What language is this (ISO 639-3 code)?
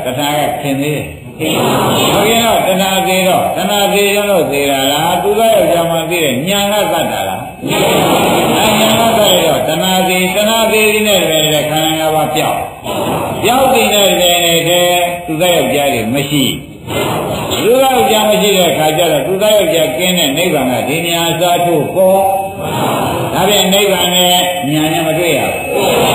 mya